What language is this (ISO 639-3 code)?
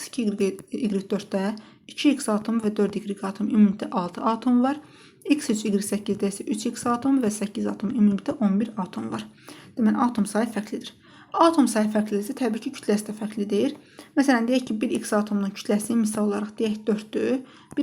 aze